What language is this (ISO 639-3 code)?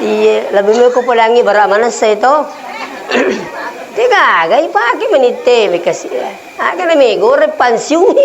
bug